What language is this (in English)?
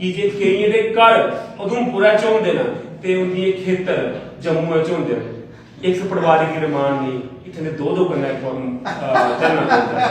Dogri